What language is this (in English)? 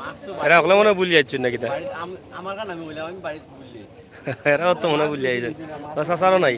Sylheti